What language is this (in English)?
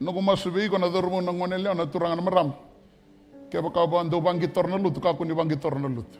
Fijian